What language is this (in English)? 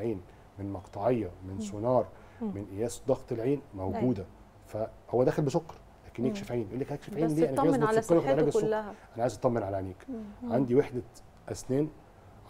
Egyptian Arabic